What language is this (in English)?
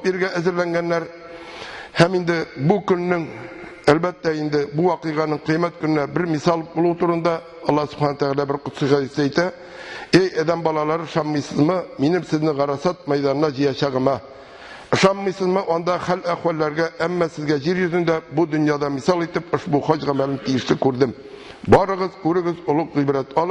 Tatar